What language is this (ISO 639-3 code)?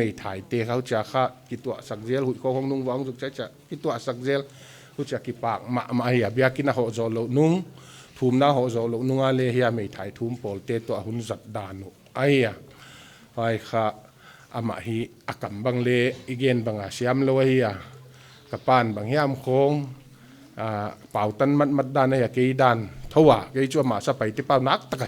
pck